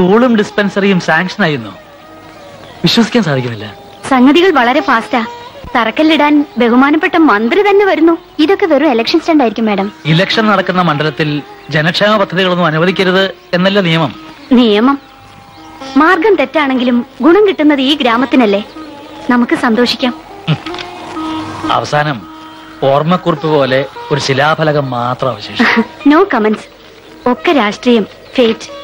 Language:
Malayalam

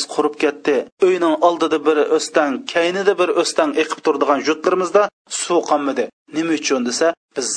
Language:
Uyghur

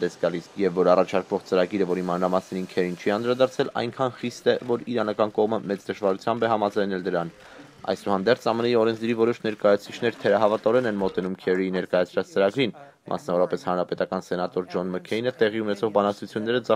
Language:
Armenian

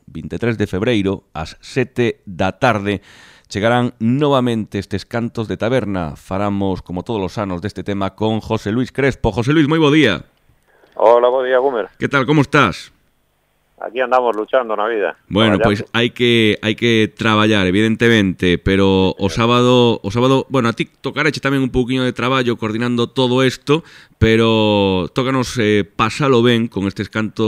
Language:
Galician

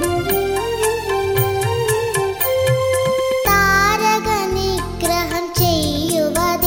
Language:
Malayalam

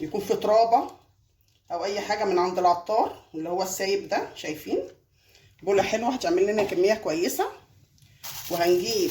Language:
Egyptian Arabic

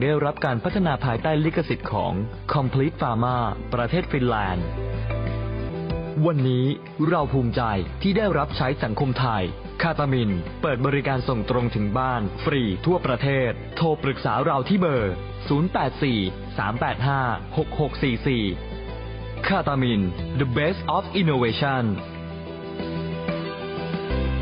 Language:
Thai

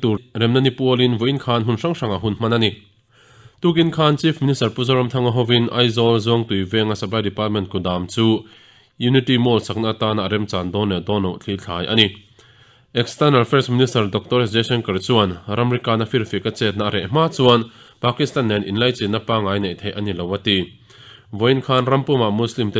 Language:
Mizo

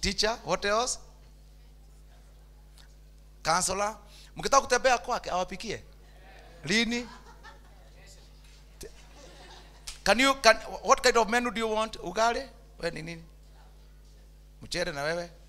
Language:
Swahili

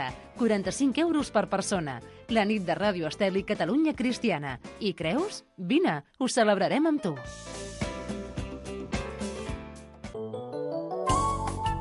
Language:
Catalan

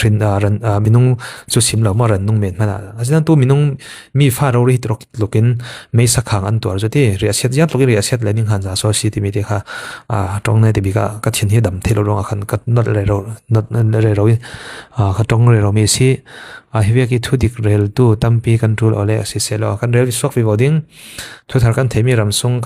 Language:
Falam Chin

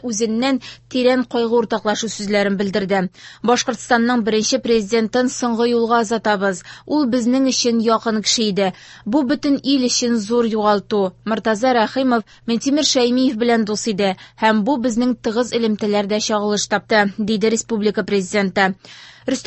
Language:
Tatar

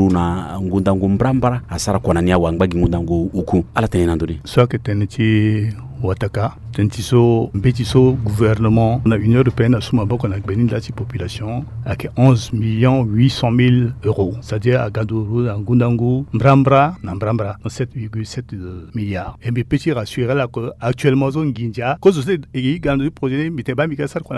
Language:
Sango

